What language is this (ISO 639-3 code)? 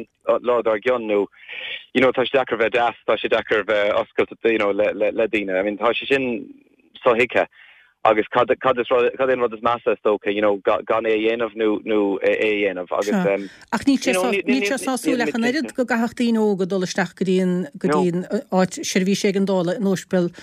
gle